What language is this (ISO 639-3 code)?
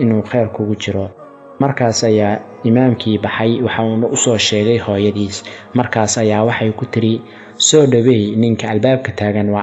som